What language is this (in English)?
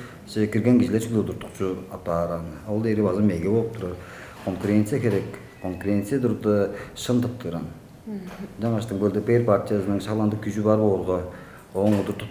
Tuvinian